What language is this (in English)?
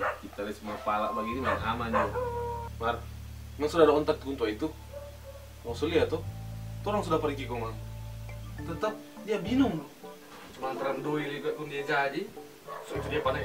Manado Malay